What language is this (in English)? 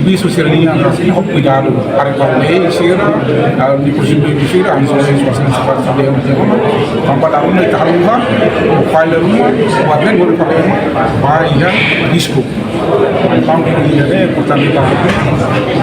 Tetum